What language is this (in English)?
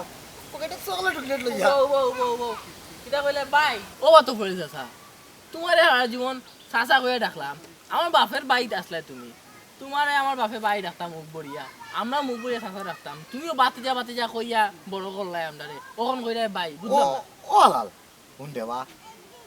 Sylheti